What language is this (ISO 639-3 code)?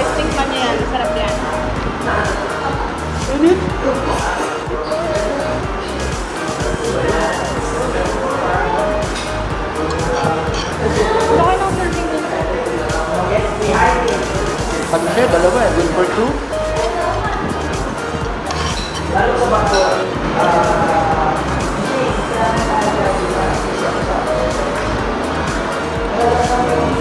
fil